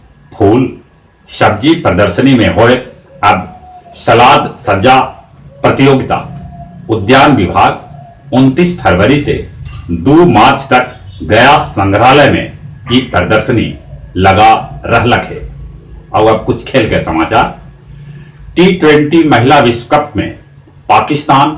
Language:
Magahi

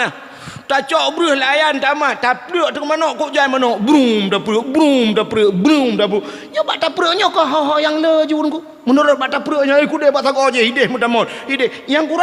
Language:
Achinese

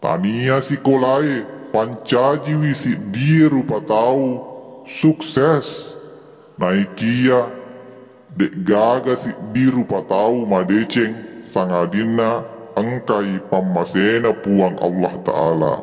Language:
Buginese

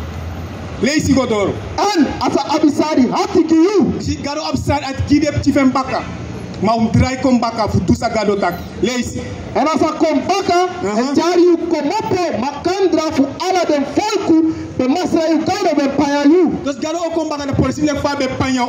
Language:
Sranan Tongo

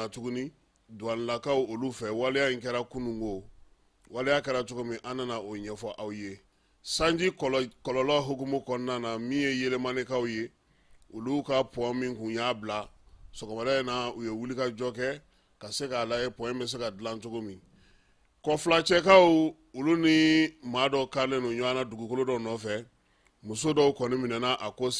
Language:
Bambara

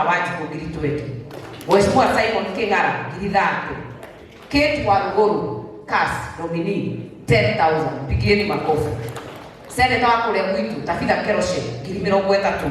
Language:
Kikuyu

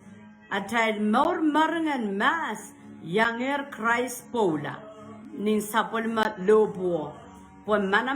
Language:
Pohnpeian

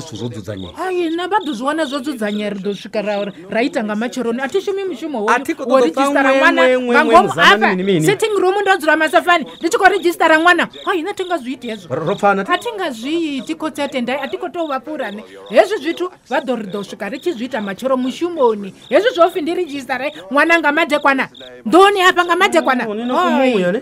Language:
Venda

